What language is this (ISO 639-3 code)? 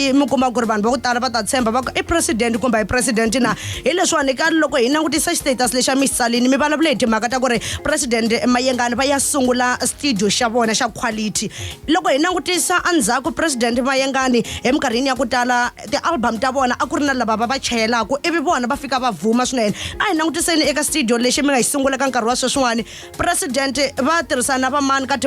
tso